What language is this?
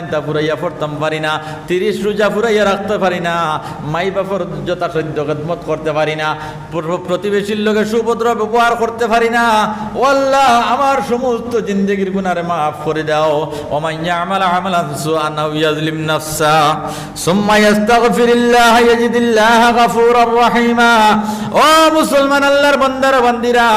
Sylheti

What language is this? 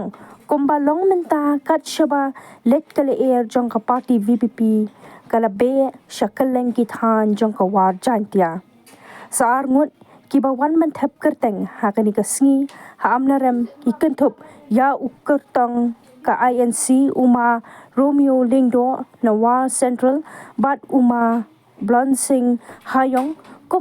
Khasi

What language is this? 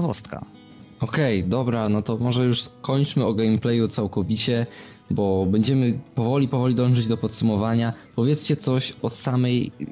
Polish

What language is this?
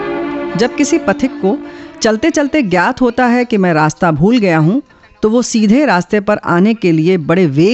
Hindi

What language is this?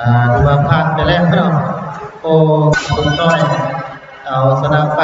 Lao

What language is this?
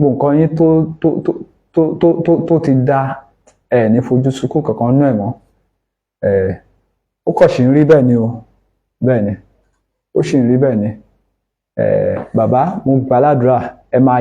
Yoruba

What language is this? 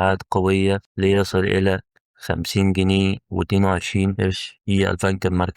Egyptian Arabic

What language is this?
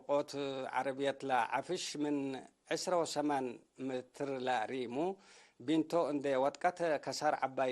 Tigre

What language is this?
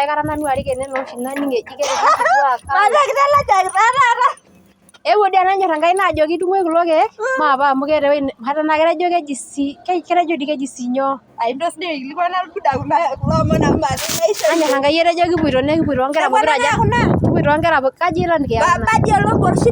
Masai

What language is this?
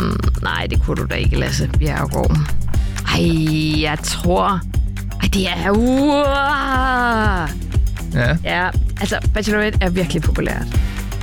Danish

